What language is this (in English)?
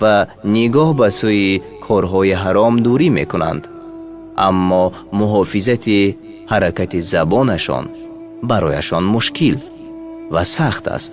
Tajik